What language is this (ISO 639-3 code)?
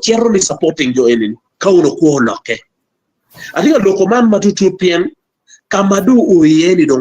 ach